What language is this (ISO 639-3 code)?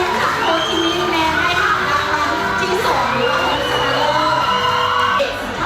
lao